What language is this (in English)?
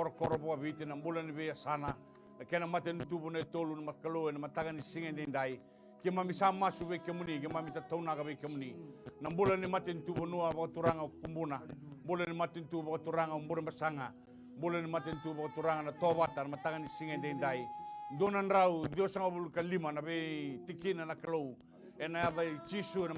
Fijian